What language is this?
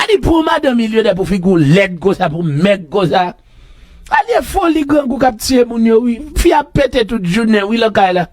Haitian Creole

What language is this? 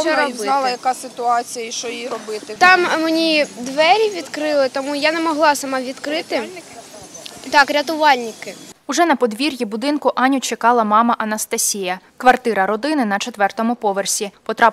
Ukrainian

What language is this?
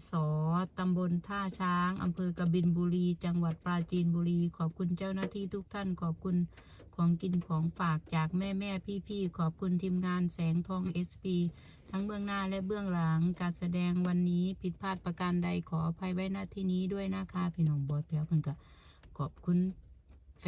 Northeastern Thai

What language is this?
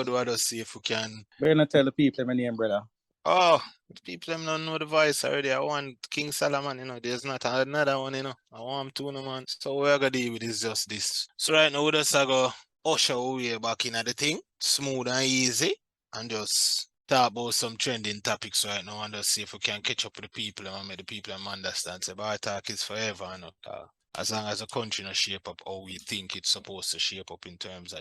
Jamaican Creole English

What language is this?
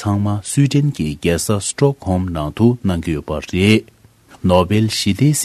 Tibetan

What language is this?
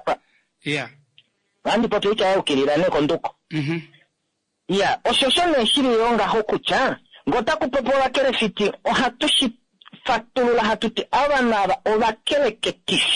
Kuanyama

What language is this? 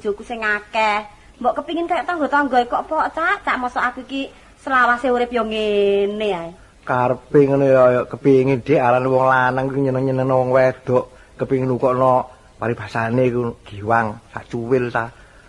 Javanese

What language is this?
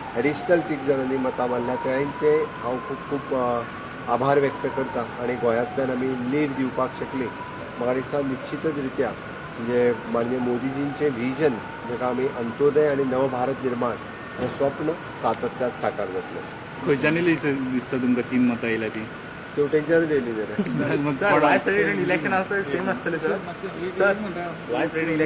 Konkani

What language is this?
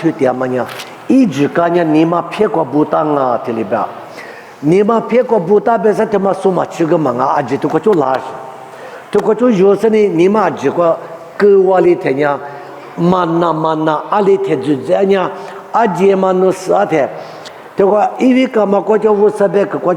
Lisu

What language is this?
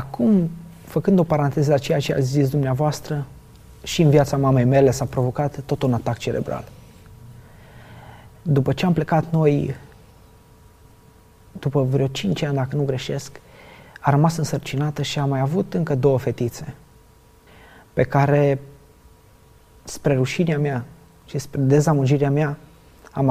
Romanian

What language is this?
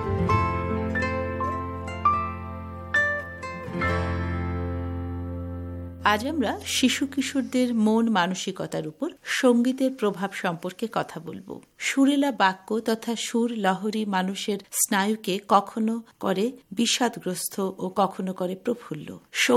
Bangla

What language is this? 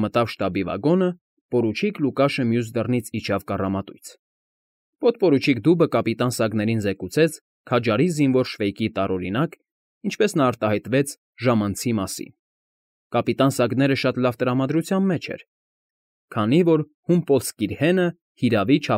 Armenian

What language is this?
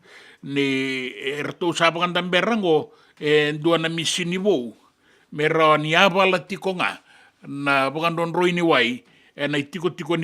Fijian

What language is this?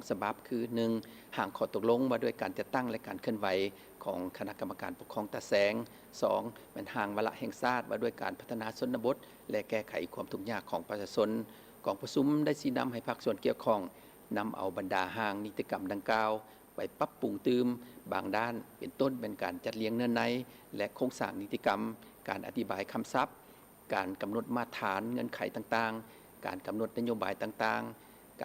Lao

